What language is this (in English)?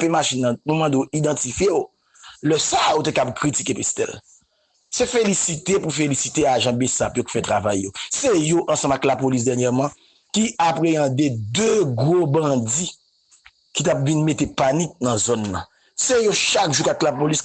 Haitian Creole